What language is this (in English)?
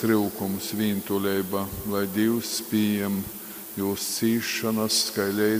Latgalian